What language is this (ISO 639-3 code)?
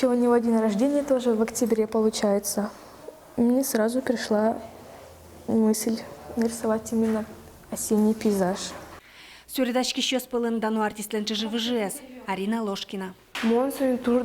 udm